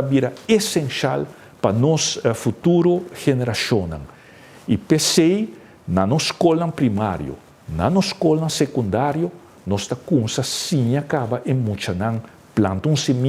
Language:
Papiamento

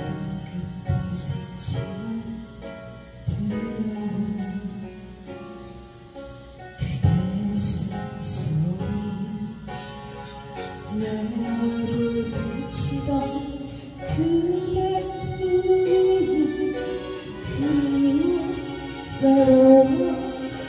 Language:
Korean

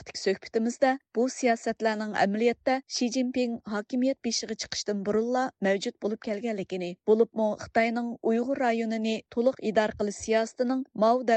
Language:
Uyghur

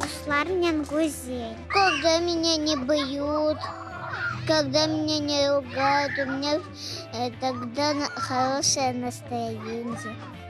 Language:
Crimean Tatar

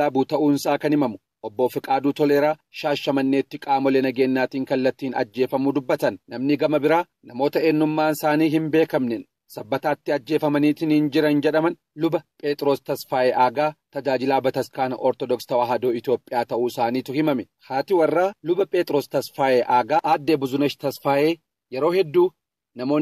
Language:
Oromo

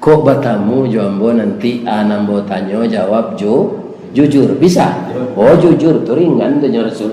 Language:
Minangkabau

